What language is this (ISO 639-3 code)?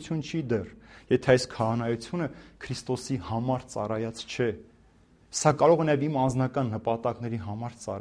hye